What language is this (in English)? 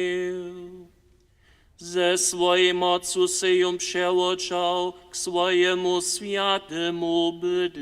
Upper Sorbian